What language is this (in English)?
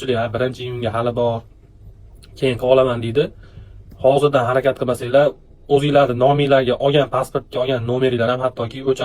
Uzbek